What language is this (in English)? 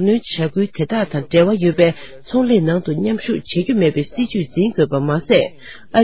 Tibetan